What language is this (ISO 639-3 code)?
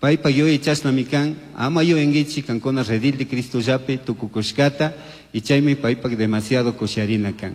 qug